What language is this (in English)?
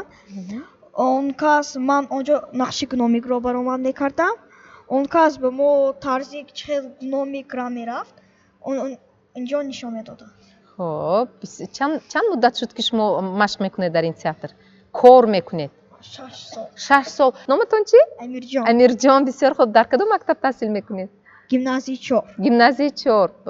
Tajik